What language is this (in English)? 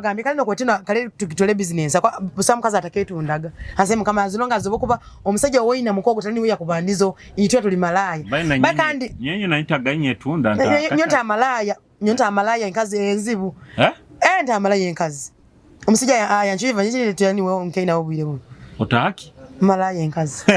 Nyoro